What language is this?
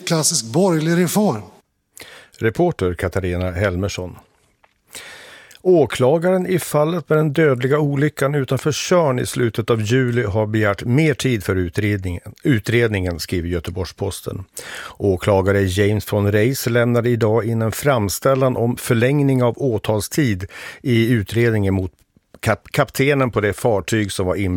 Swedish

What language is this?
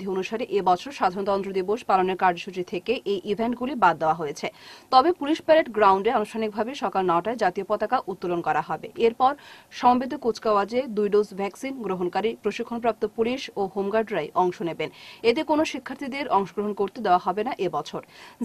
Bangla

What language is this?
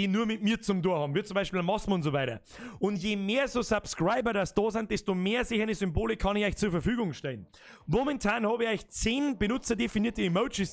Bavarian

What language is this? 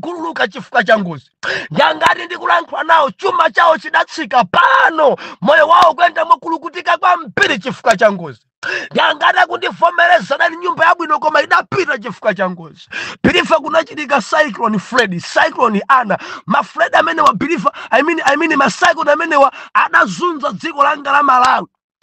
Nyanja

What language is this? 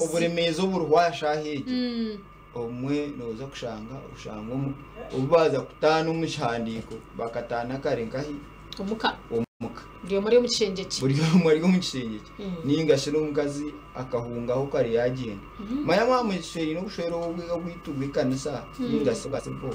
Nyankole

